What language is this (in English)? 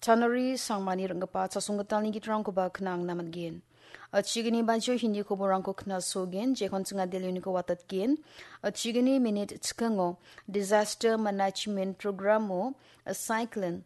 Garo